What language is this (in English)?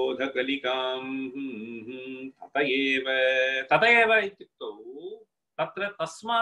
Sanskrit